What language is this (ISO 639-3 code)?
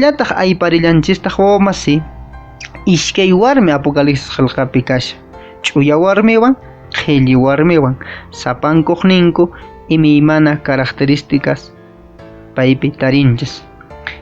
que